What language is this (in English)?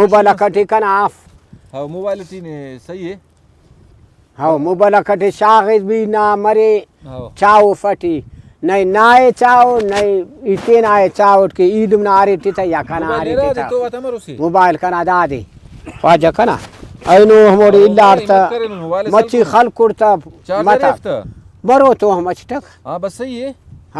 Brahui